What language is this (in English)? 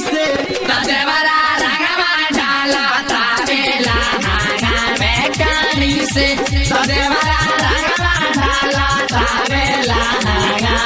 Bhojpuri